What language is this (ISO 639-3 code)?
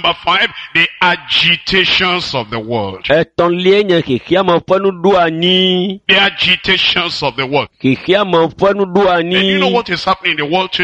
ewe